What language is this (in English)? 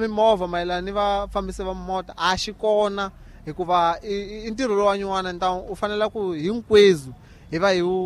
Tsonga